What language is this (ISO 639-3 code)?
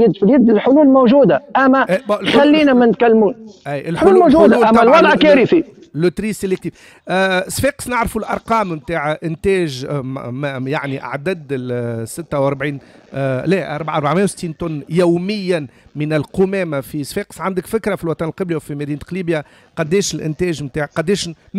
aeb